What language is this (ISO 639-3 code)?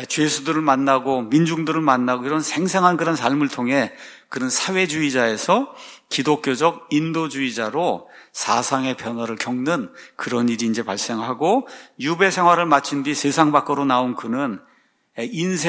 kor